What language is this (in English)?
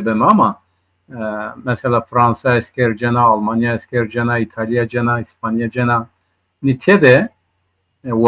Zaza